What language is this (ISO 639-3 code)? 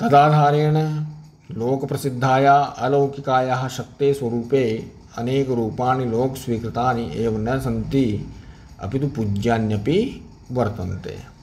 san